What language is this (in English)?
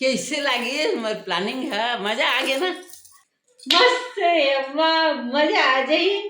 Chhattisgarhi